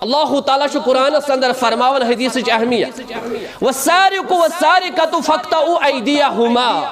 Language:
Kashmiri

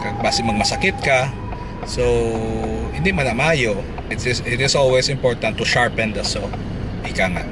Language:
Hiligaynon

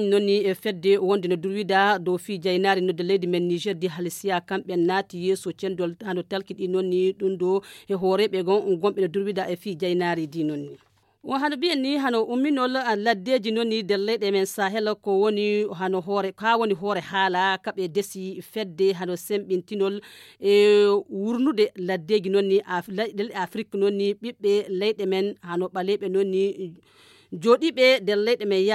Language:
Nigerian Fulfulde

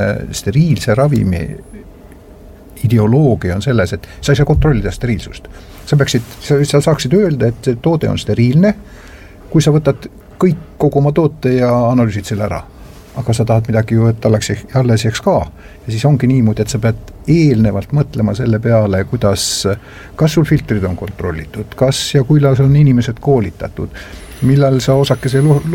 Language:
Estonian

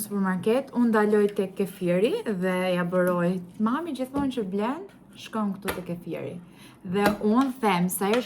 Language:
Albanian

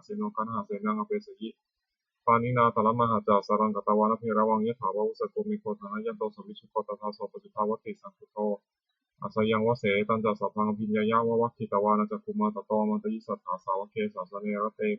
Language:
Pali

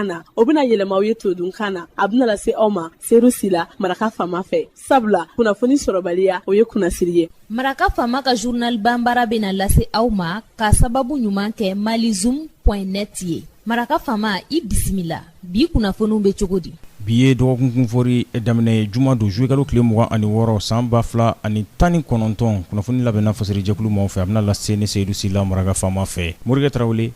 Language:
Bambara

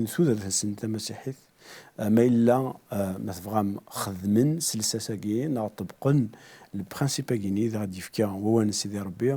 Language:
Kabyle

